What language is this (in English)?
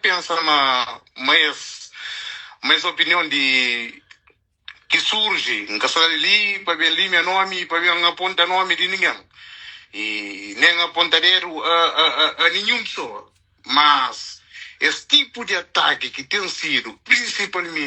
Kabuverdianu